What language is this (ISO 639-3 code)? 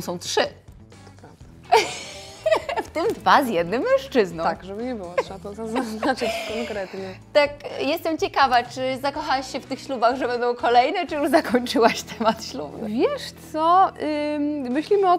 pol